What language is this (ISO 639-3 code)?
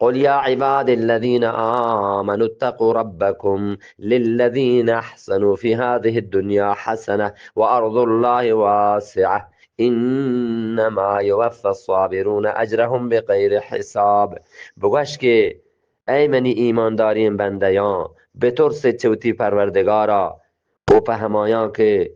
bgp